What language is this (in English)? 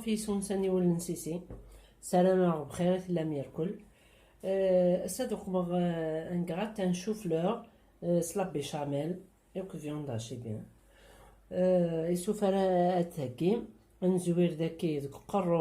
Kabyle